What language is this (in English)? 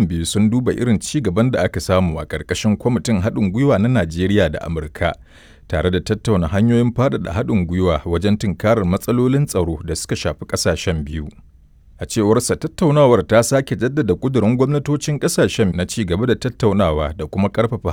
Hausa